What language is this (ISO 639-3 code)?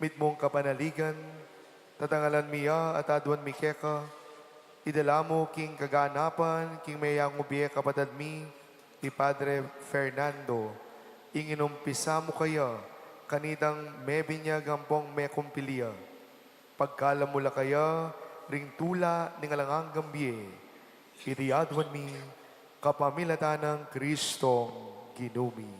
pam